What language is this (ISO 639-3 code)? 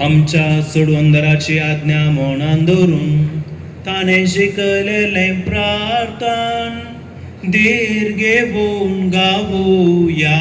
kok